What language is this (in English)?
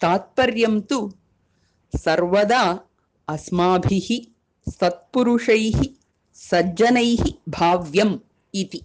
Sanskrit